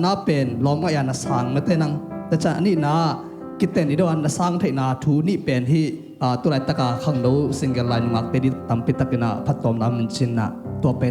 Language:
Tedim Chin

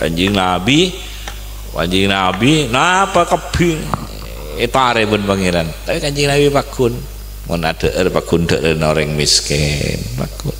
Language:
Madurese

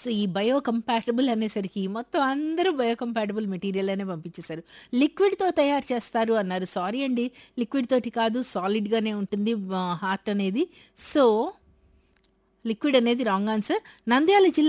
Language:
Telugu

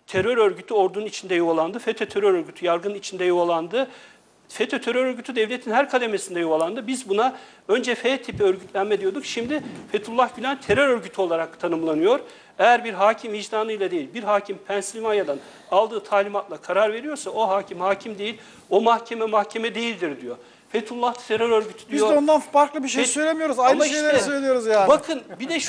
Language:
Turkish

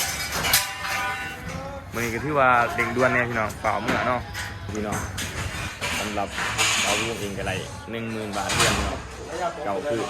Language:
Lao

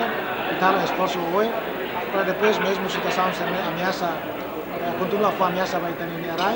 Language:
Tetum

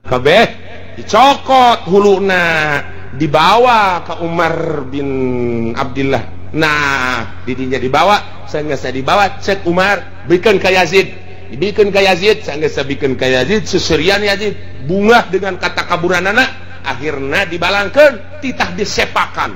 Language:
Sundanese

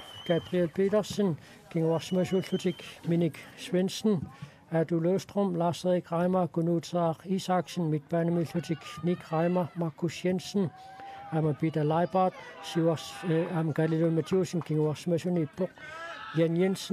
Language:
Kalaallisut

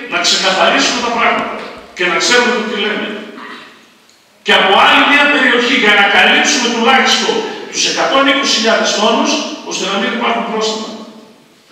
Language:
Greek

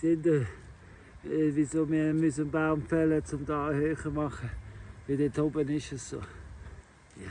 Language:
Swiss German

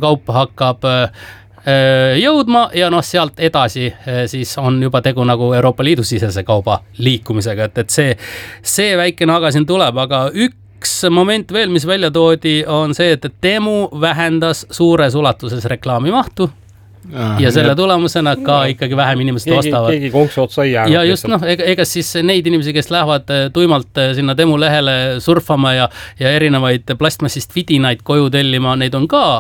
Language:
Estonian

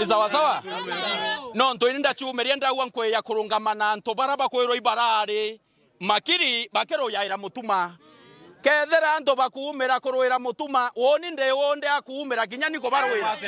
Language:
Meru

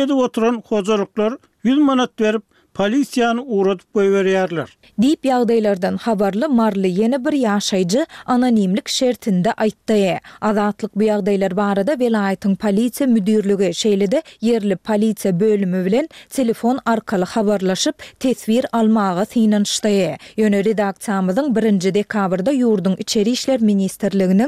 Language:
Turkmen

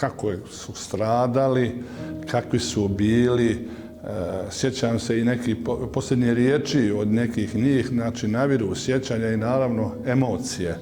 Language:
Bosnian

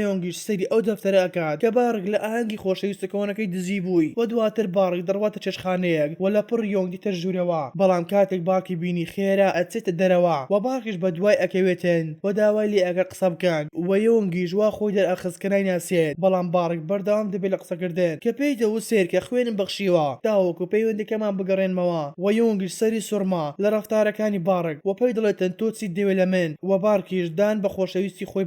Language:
Central Kurdish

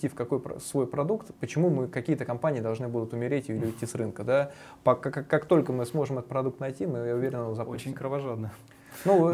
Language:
Russian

